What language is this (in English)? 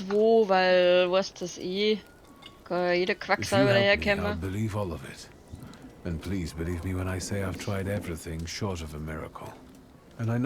Bavarian